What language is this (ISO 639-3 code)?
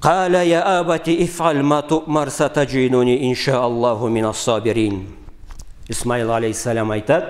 krc